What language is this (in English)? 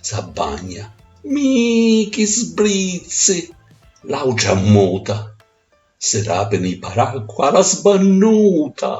Sicilian